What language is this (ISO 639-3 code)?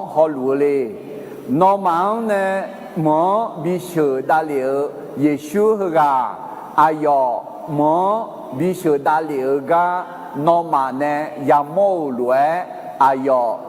ahk